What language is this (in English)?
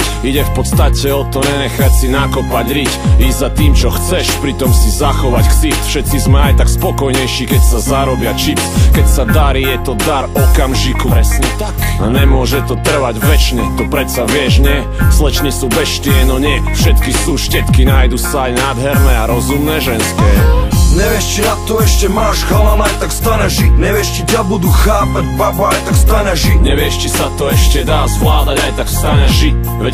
Slovak